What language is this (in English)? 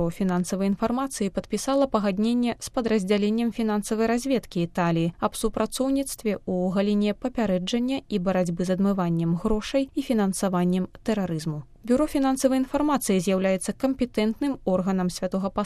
Belarusian